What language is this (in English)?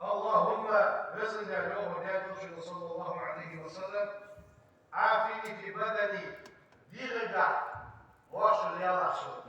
Ingush